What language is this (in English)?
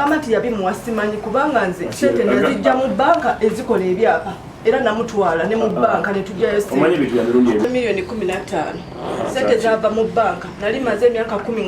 Ganda